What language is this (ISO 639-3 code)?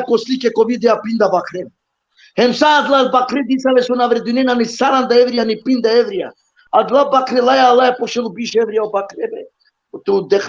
rmn